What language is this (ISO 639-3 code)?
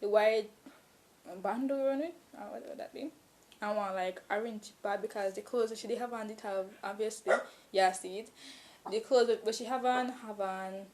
jam